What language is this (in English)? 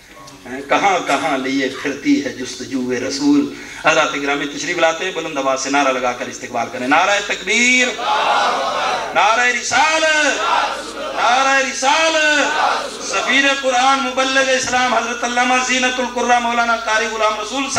Urdu